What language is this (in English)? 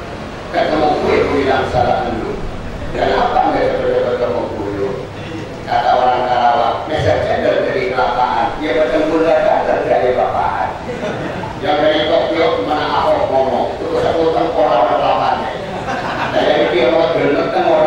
Indonesian